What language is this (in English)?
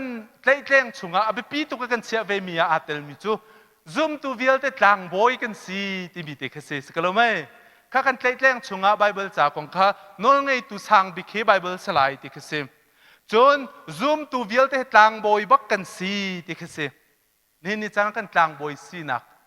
Hakha Chin